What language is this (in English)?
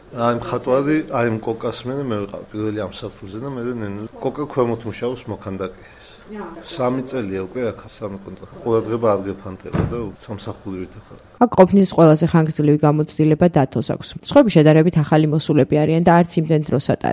Georgian